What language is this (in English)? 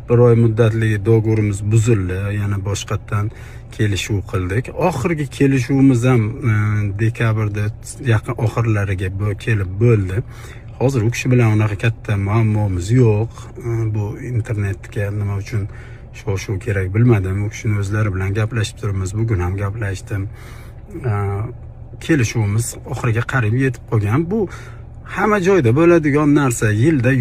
Uzbek